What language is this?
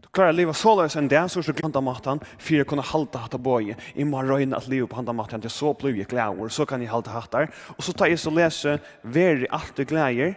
Faroese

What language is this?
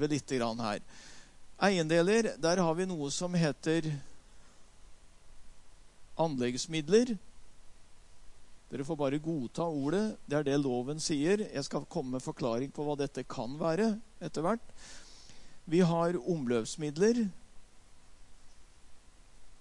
Norwegian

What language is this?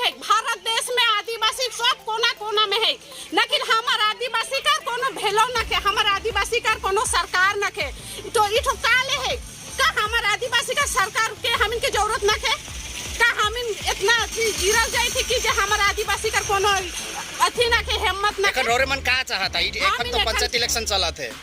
Sadri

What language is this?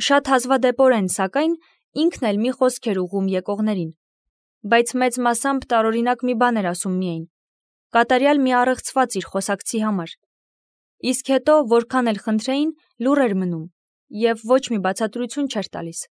Armenian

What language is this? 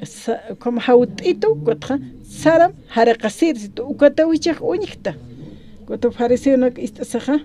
Aymara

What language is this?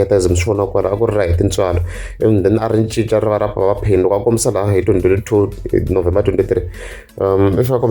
Tsonga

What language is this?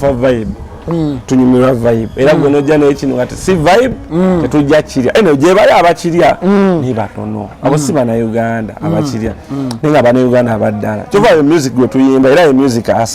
Ganda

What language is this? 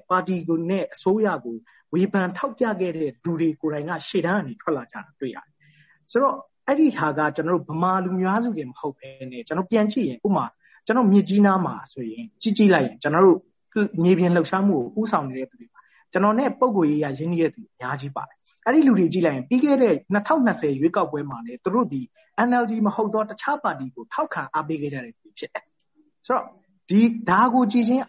Burmese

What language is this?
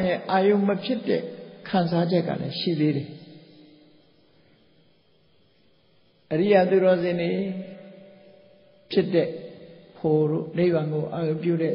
Burmese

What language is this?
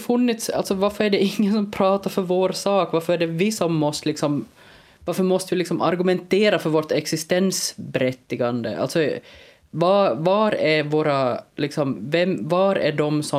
Swedish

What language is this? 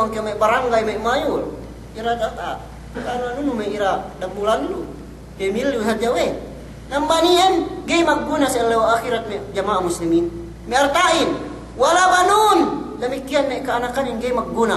Yakan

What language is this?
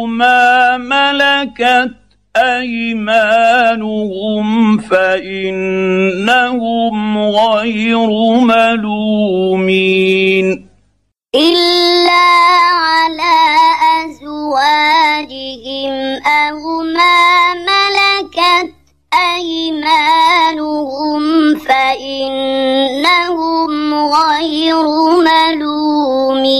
Arabic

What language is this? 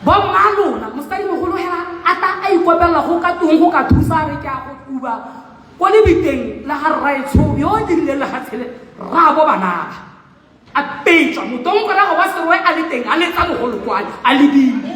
Tswana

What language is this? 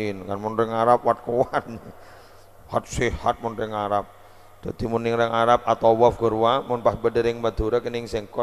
Madurese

